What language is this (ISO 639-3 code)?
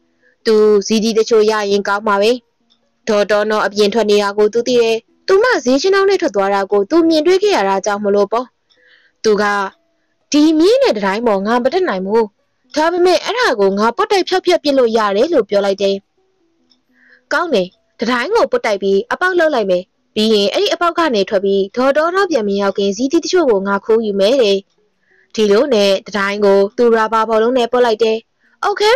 mya